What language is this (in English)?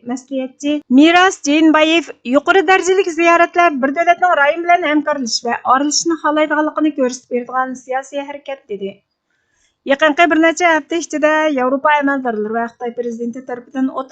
Uyghur